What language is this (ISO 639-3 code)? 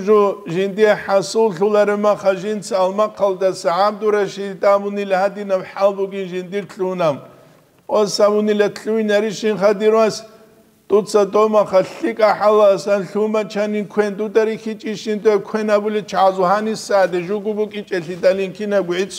ava